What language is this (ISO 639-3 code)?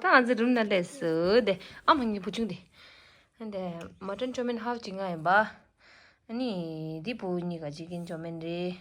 bod